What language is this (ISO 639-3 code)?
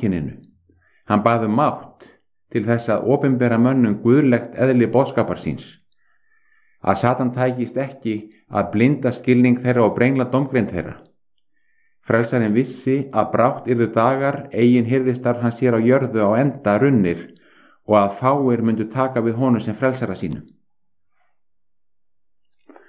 isl